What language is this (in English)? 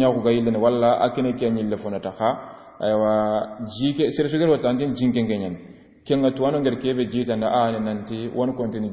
Soninke